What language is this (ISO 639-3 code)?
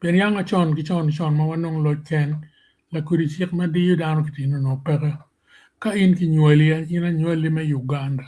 ach